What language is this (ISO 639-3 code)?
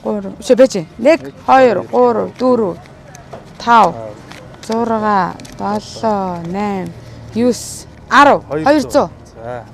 mon